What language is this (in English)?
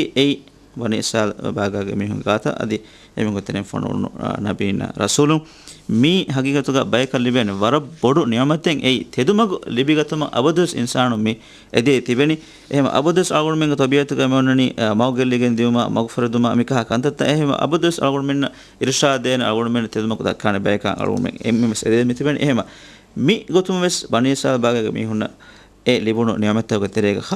Divehi